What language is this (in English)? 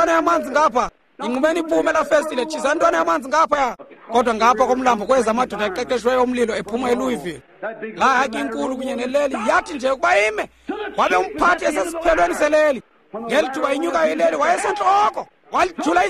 Xhosa